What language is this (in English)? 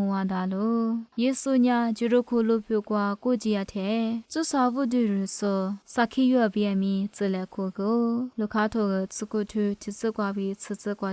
Lisu